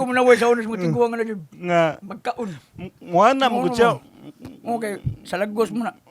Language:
Cebuano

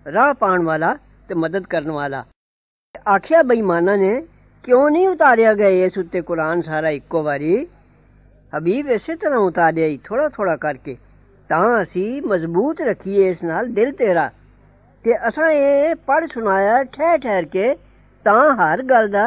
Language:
Urdu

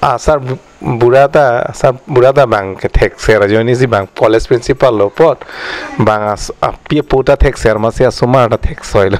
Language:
Karbi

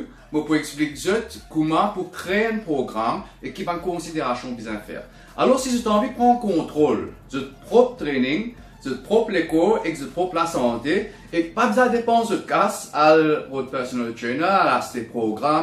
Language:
Morisyen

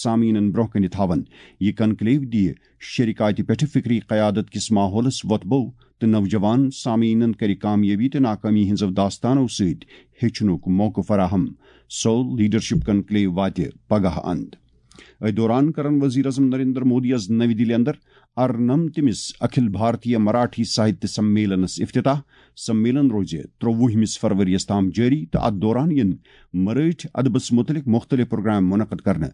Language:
Kashmiri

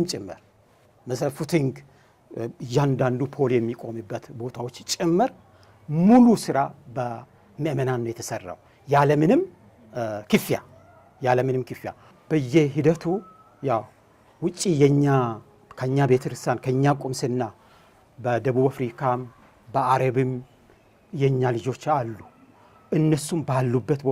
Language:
Amharic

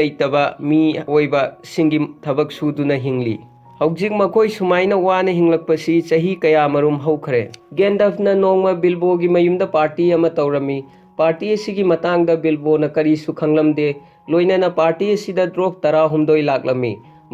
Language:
Manipuri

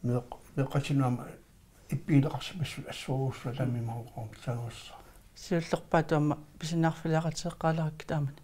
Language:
Kalaallisut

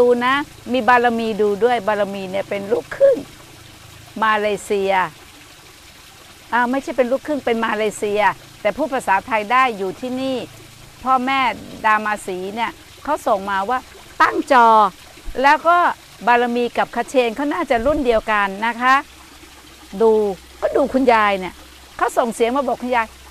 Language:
Thai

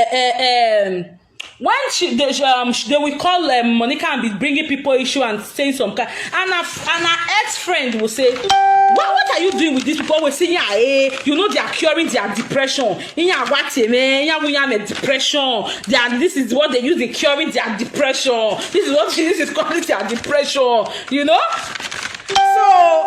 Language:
Nigerian Pidgin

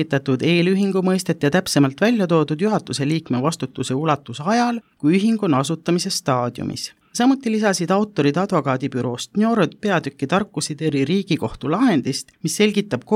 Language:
Estonian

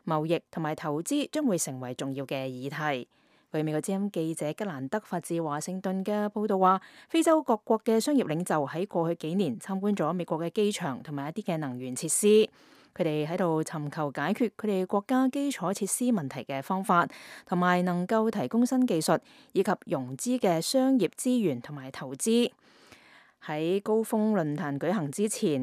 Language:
Cantonese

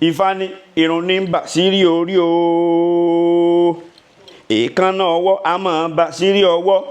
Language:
Yoruba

